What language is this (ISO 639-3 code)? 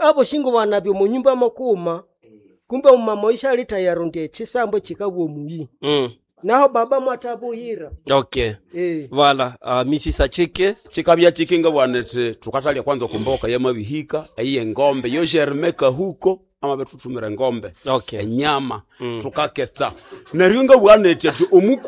nnb